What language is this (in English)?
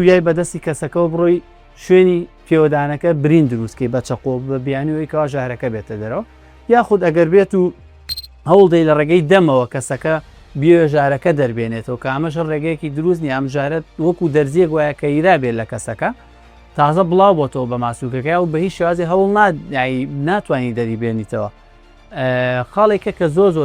Central Kurdish